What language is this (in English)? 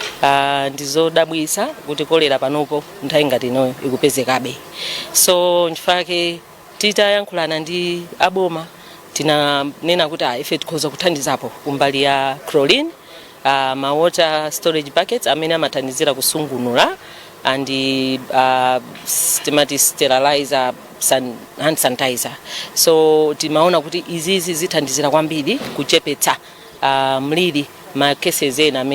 Nyanja